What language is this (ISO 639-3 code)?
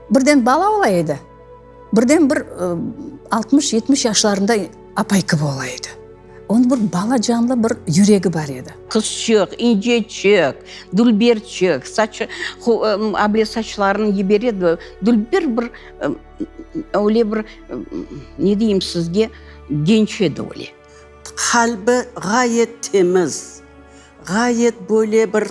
crh